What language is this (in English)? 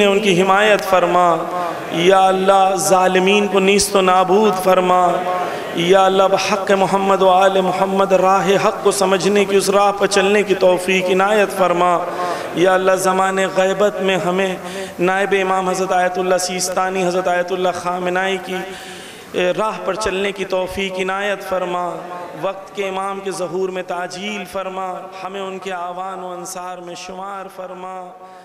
Urdu